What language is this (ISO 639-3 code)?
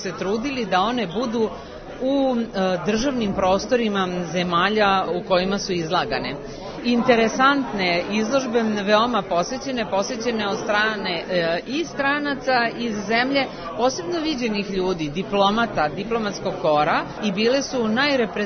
srp